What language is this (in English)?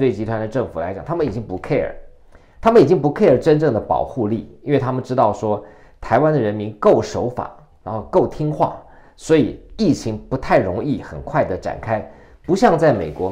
Chinese